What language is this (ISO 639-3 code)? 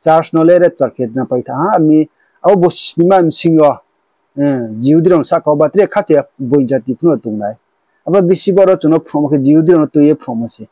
ria